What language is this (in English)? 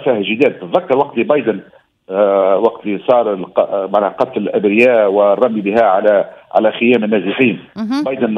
Tunisian Arabic